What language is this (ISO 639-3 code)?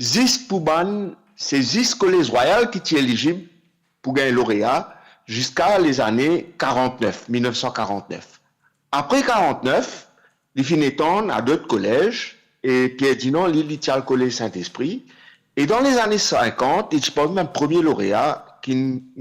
mfe